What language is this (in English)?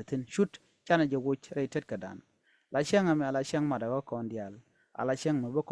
Nuer